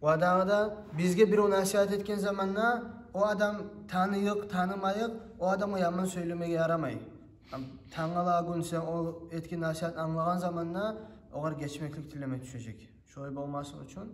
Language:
Kumyk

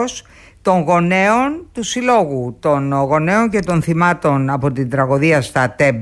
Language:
Greek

